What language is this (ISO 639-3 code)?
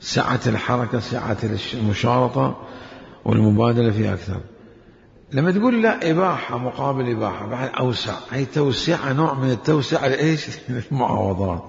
acm